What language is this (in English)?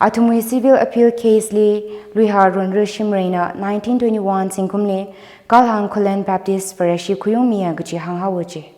Tangkhul Naga (India)